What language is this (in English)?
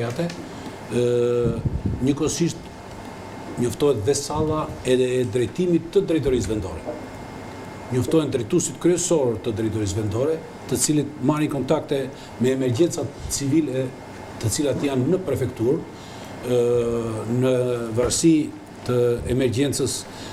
Albanian